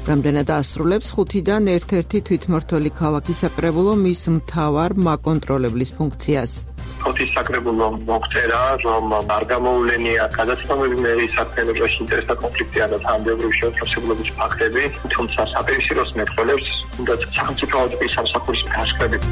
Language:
Georgian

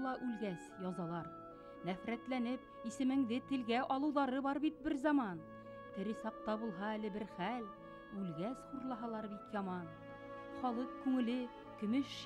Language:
Bashkir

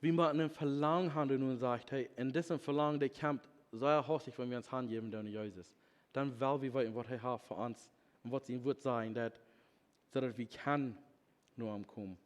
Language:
Plautdietsch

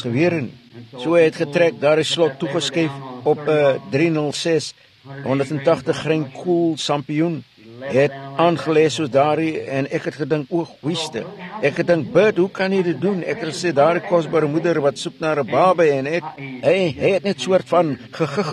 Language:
Afrikaans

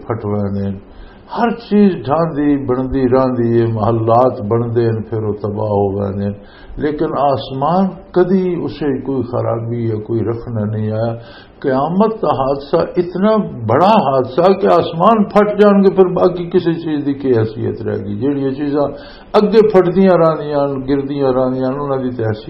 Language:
Western Panjabi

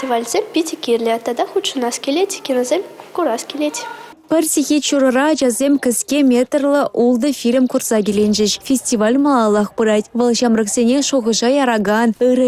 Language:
Chuvash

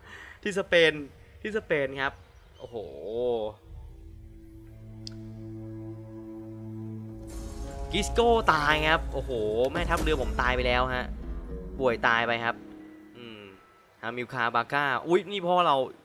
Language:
Thai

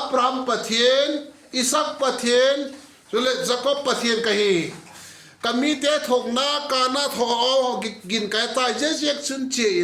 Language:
Vaiphei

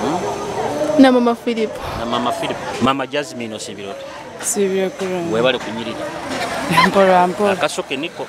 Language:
Nyoro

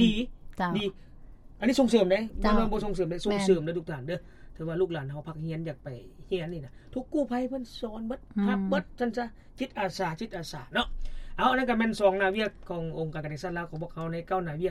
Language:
Lao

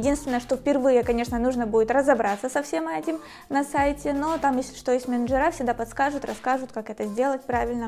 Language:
Russian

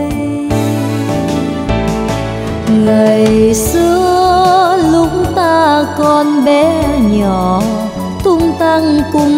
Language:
Vietnamese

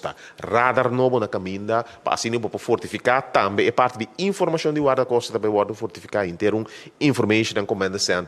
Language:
Papiamento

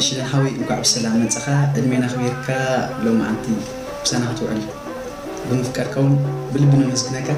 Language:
Tigrinya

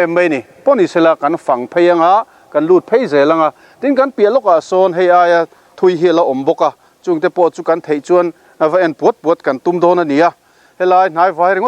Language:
Mizo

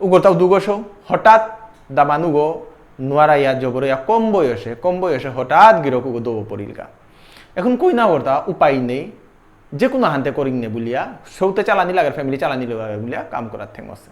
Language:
Bishnupriya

